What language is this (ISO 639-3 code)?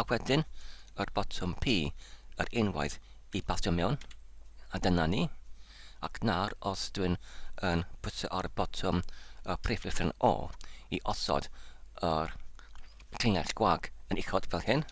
cym